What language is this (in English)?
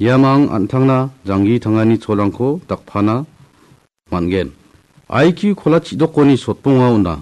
Garo